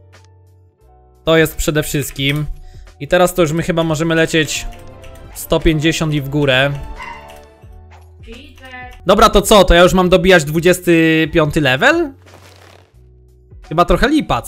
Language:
Polish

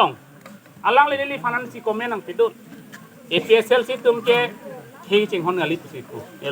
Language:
Karbi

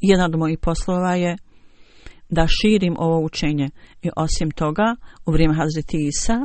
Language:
Bosnian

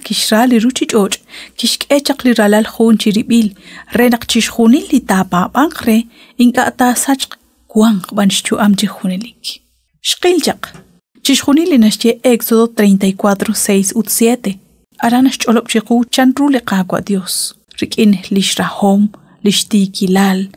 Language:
Kekchí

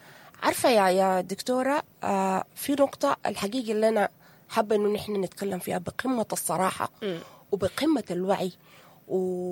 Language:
Sudanese Arabic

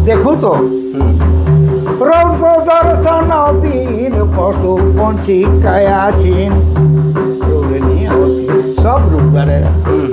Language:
Sadri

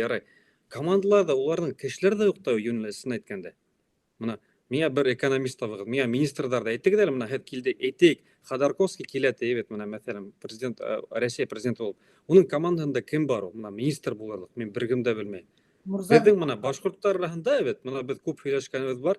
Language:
Bashkir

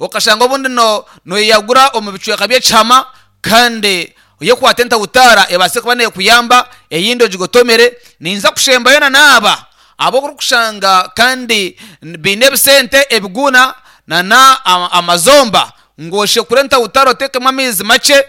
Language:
Nyankole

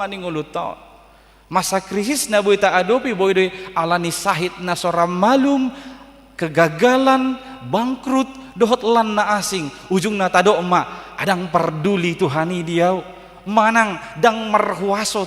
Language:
Batak Toba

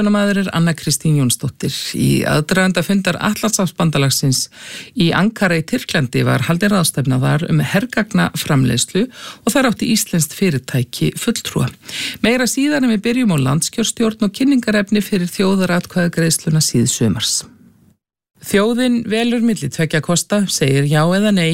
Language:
Icelandic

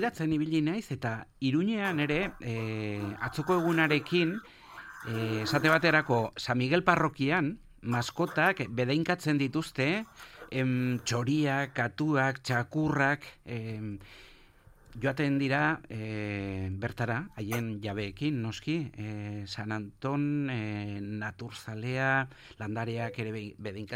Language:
Basque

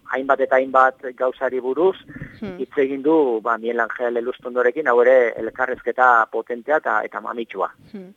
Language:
Basque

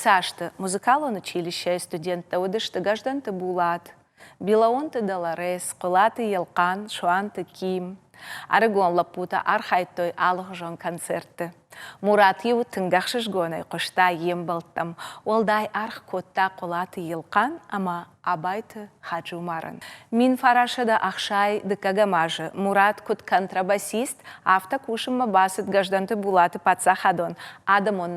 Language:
Ossetic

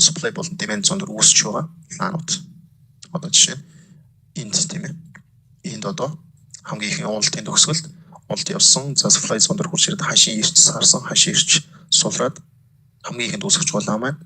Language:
Mongolian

